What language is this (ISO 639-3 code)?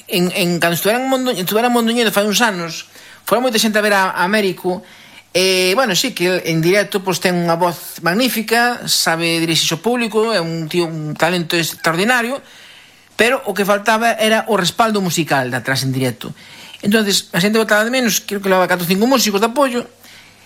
glg